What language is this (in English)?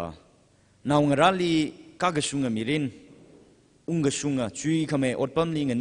Tangkhul Naga (India)